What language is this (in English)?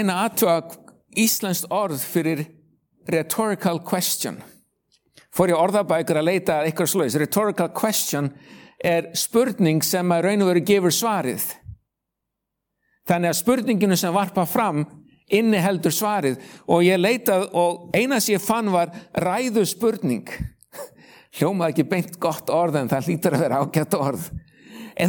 Icelandic